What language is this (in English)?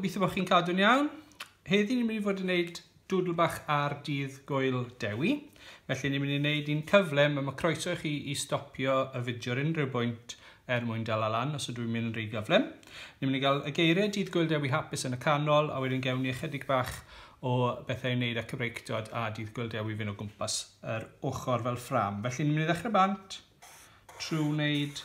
Welsh